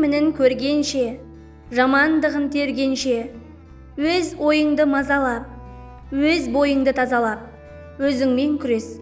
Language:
Kazakh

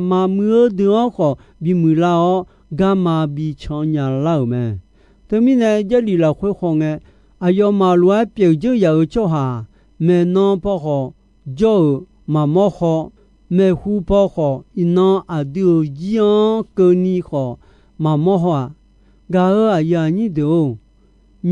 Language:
Akha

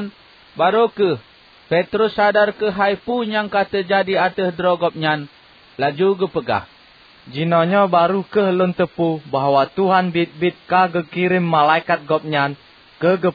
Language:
Achinese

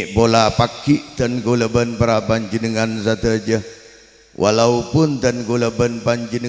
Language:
Madurese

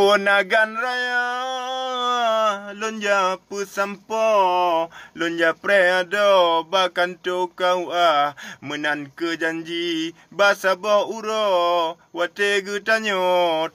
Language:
Achinese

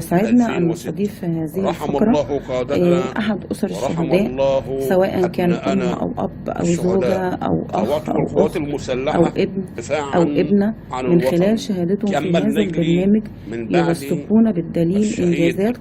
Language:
Egyptian Arabic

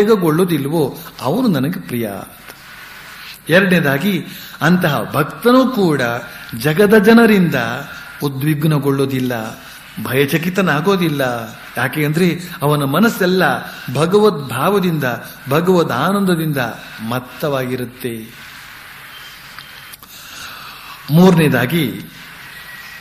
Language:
Kannada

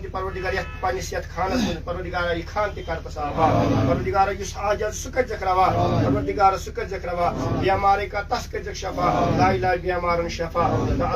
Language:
Kashmiri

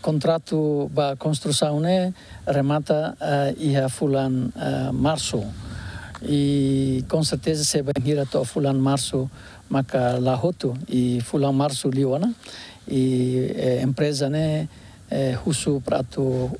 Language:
Tetum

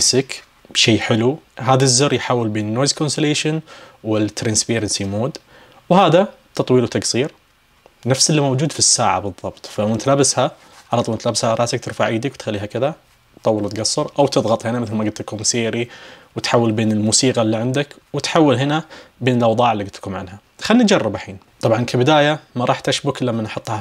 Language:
Najdi Arabic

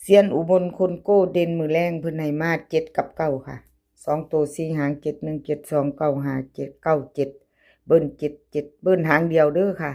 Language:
Northeastern Thai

